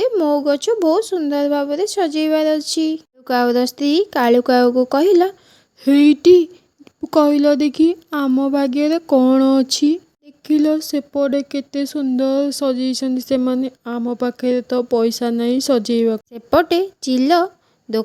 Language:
Odia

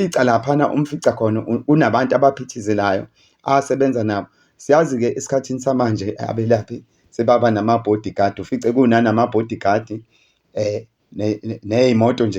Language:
Zulu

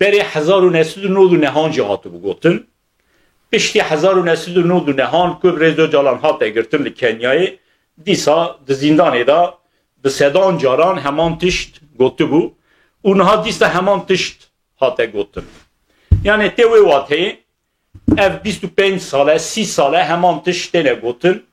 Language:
Kurdish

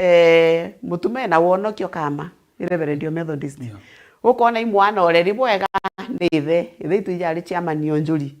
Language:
Meru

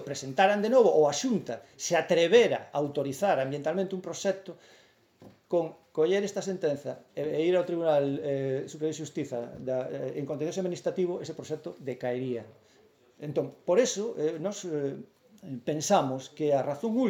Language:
Galician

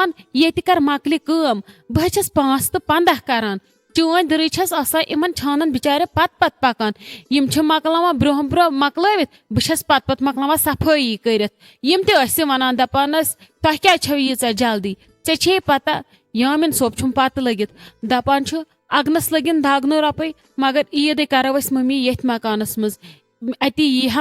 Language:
Kashmiri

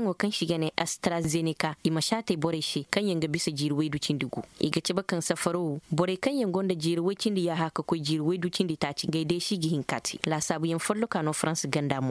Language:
Koyraboro Senni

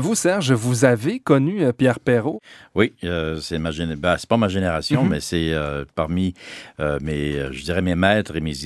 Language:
French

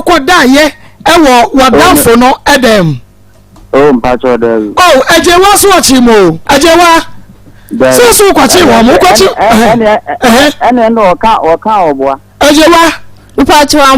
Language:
Akan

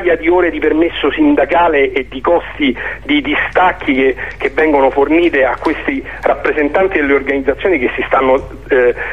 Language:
Italian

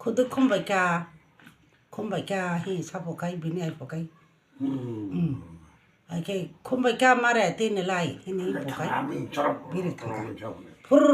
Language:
Kok Borok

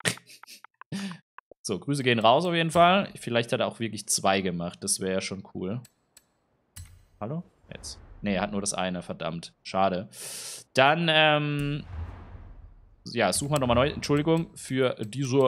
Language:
German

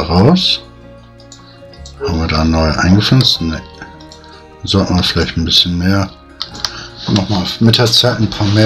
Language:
German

